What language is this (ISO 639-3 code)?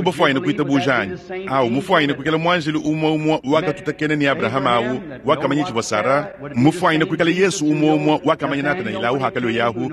lua